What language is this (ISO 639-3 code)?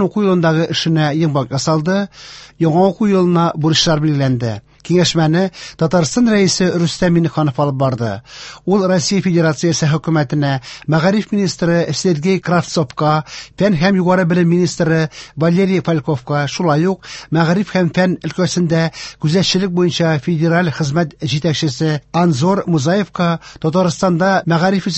tat